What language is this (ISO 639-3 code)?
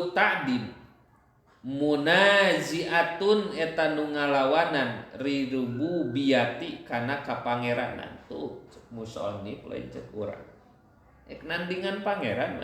sun